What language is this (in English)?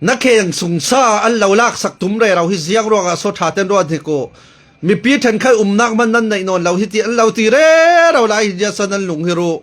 Falam Chin